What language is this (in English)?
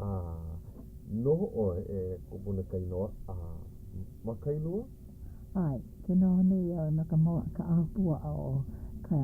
Hawaiian